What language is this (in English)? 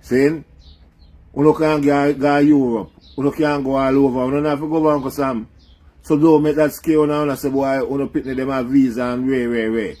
Jamaican Creole English